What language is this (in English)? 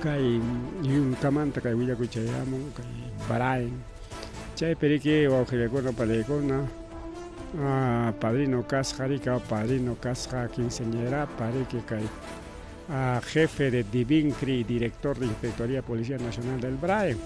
Ayacucho Quechua